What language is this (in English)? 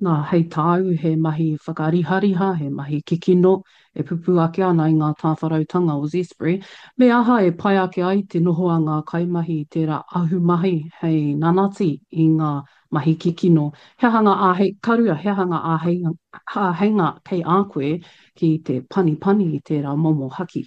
Māori